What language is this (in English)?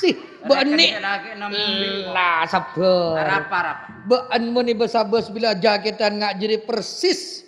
Madurese